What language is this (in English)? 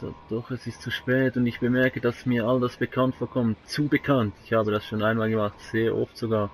Swiss German